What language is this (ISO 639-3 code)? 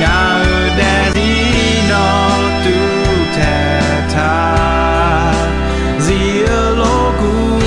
ahk